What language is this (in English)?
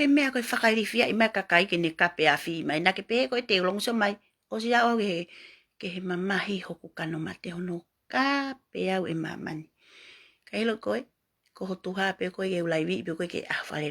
Tongan